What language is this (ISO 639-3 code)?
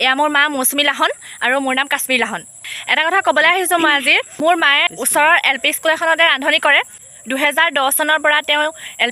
asm